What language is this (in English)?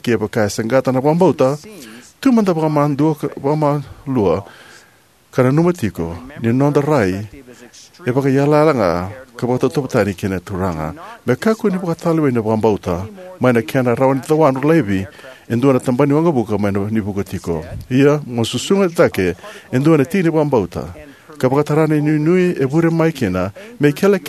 Fijian